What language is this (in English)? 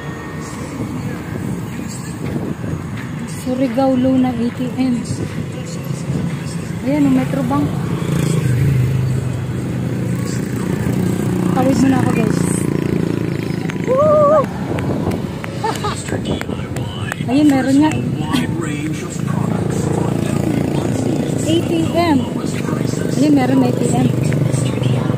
Filipino